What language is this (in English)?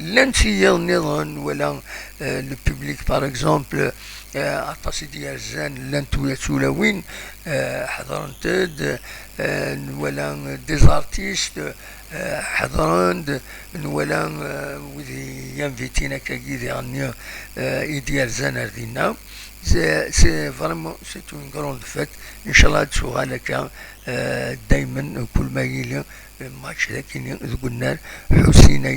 Kabyle